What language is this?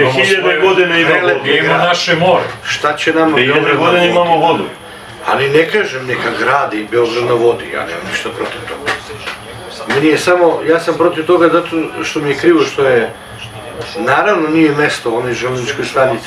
Serbian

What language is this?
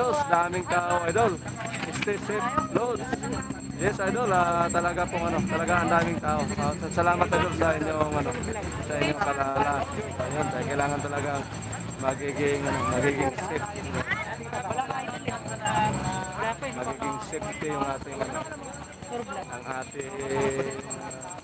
Filipino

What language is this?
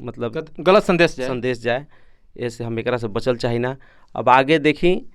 Bhojpuri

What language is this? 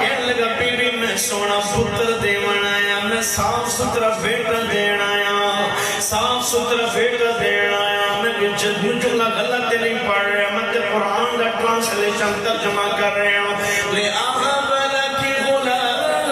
Saraiki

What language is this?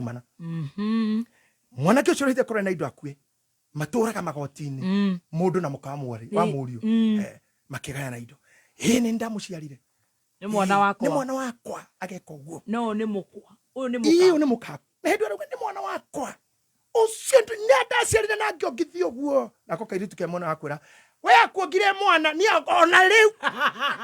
Kikuyu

